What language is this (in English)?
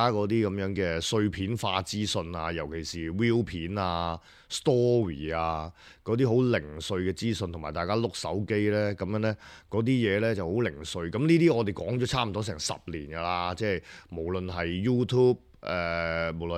Cantonese